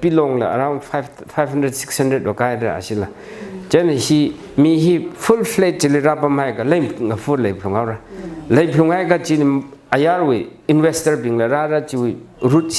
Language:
Tangkhul Naga (India)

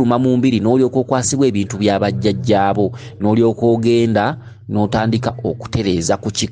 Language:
Ganda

